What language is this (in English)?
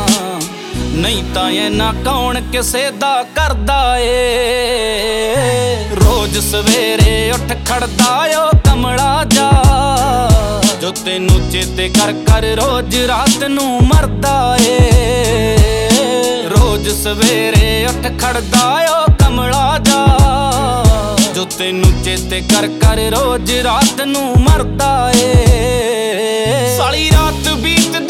Punjabi